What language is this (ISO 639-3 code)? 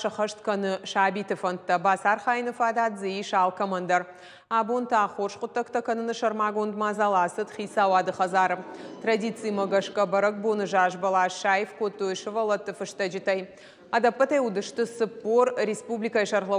oss